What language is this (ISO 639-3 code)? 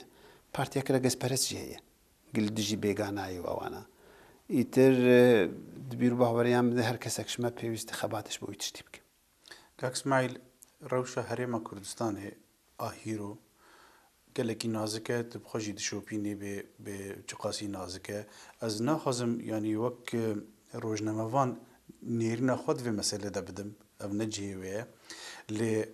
kur